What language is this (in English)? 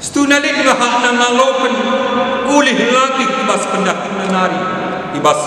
Batak Karo